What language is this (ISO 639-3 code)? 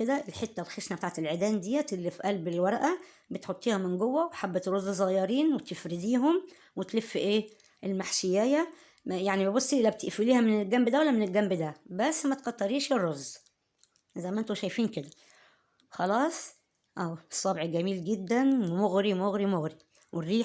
arz